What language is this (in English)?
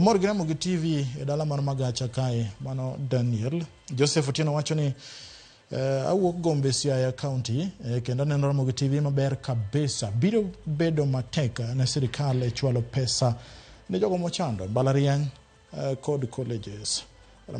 Luo (Kenya and Tanzania)